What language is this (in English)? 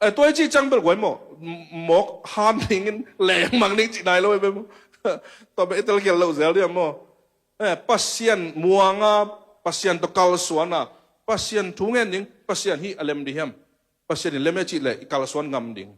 Tedim Chin